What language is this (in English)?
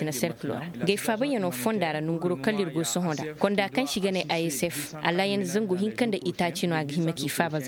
Koyraboro Senni